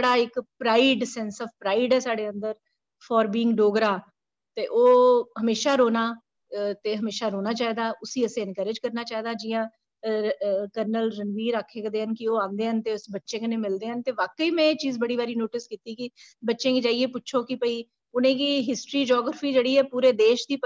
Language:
Dogri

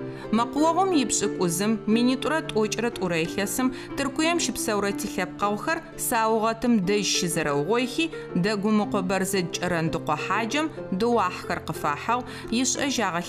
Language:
Adyghe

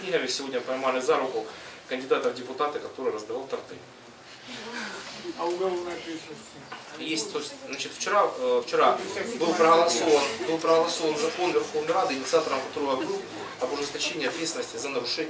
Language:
Russian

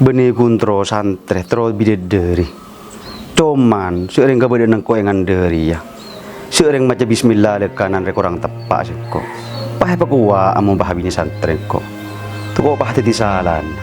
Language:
Madurese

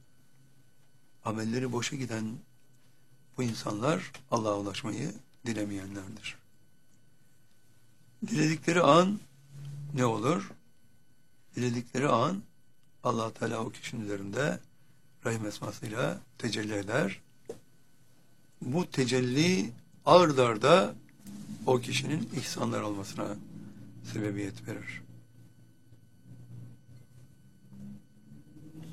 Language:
Turkish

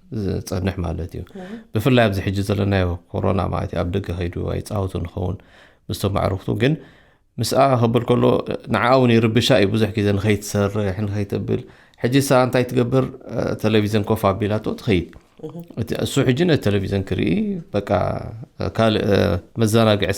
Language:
Tigrinya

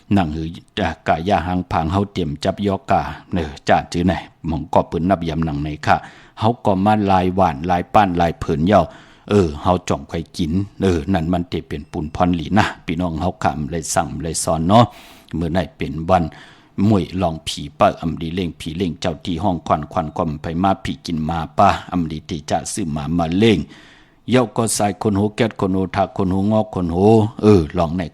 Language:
Shan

